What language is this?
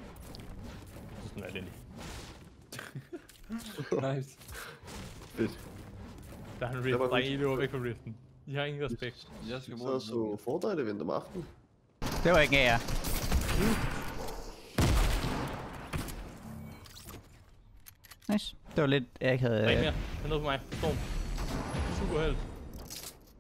Danish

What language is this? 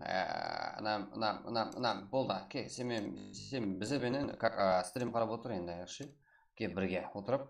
Kara-Kalpak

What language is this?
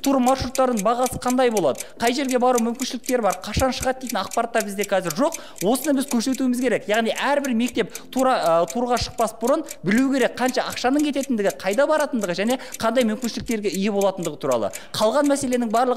Kazakh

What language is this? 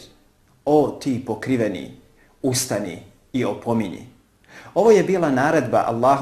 Bosnian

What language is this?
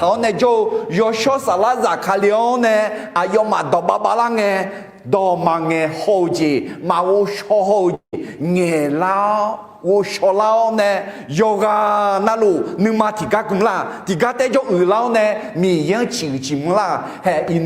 Akha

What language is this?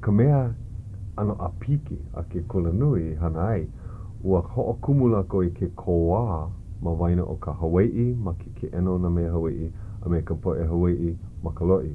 Hawaiian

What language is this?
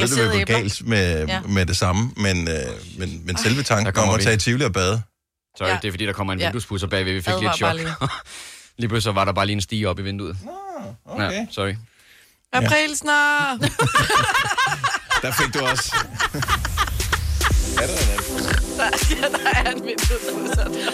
Danish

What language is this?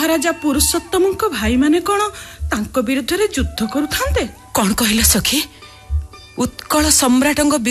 Odia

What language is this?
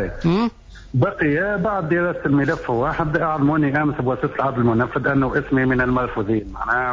Tunisian Arabic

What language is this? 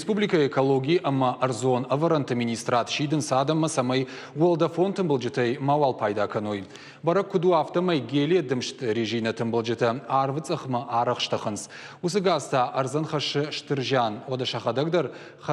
Ossetic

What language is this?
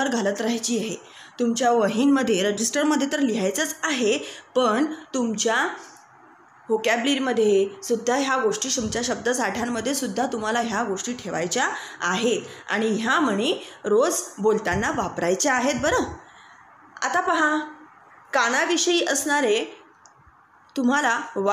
Marathi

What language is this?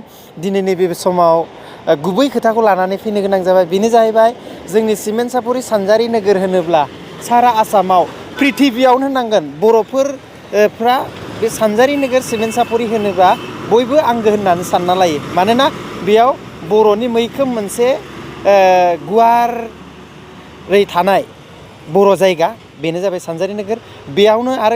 Bodo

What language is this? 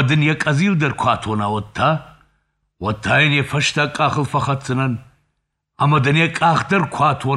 Ossetic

